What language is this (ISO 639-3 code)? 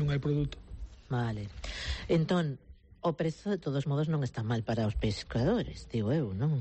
glg